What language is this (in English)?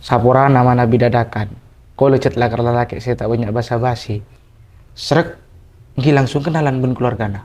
Madurese